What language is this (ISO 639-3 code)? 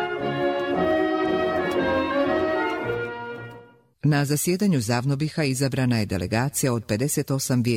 bos